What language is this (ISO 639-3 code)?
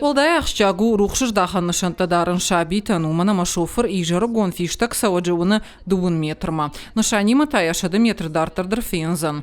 oss